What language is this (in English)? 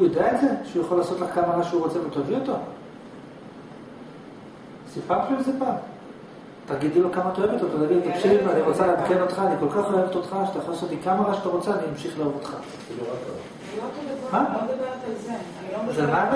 Hebrew